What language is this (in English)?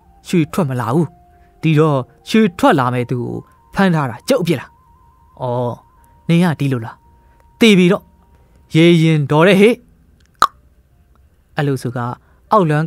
Burmese